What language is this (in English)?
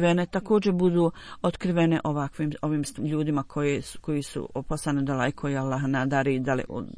Bosnian